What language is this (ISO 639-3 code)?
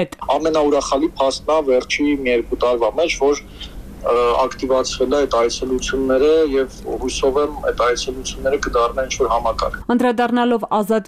hye